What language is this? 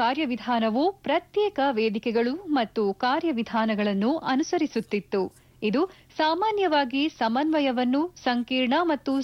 Kannada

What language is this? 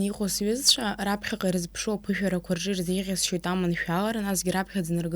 Abkhazian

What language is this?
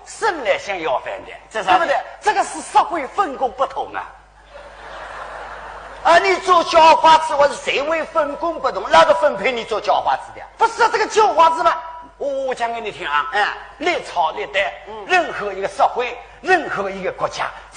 Wu Chinese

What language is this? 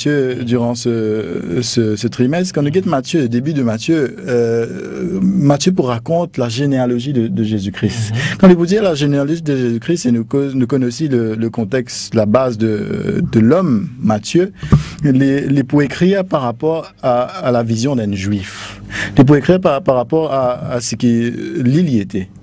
Morisyen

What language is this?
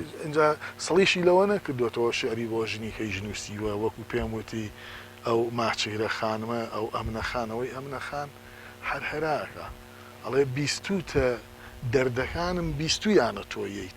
Central Kurdish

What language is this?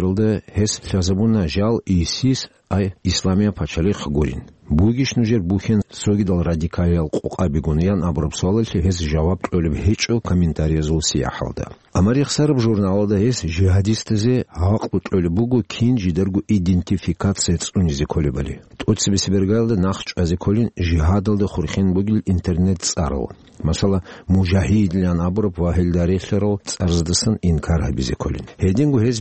Avaric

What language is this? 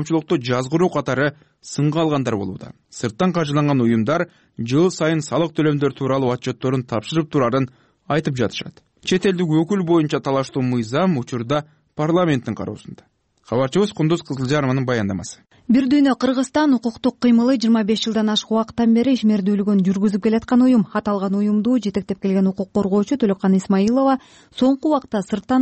Kyrgyz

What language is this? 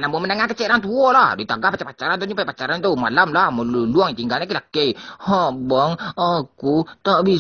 Minangkabau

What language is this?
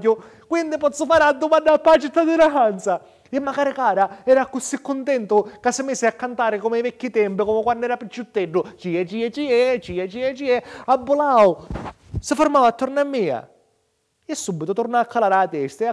Sicilian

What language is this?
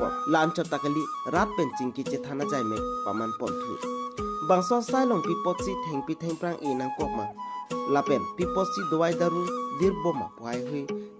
Karbi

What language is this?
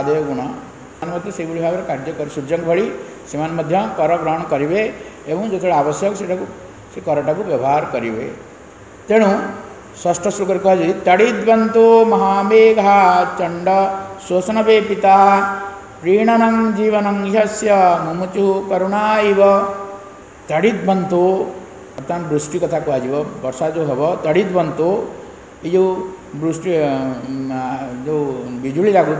Odia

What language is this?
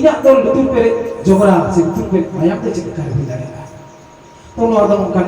Santali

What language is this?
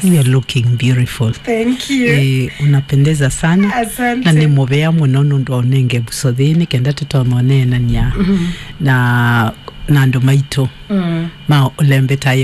Kamba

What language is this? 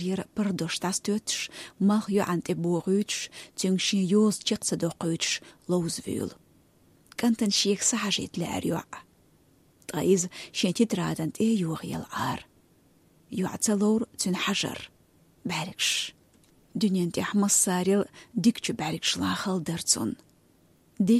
Chechen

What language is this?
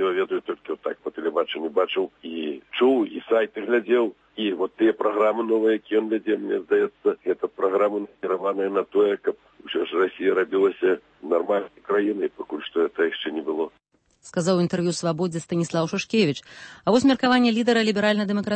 Belarusian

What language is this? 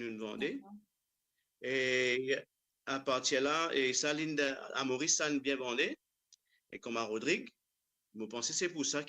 Morisyen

